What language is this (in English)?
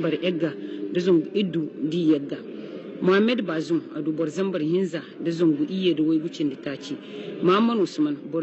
Hausa